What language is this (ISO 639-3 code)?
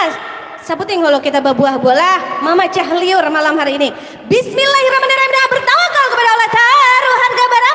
bjn